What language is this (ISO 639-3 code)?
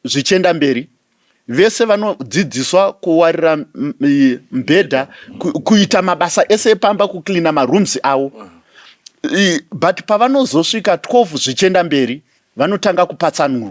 sna